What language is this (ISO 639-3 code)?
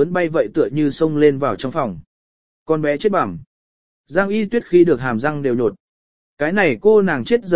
vie